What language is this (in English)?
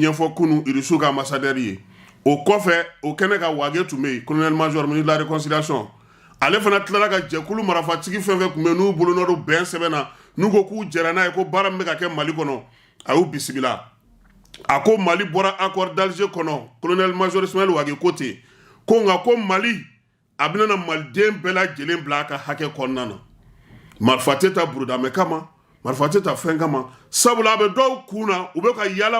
Bambara